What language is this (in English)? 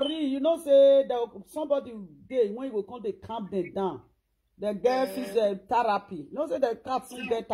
Nigerian Pidgin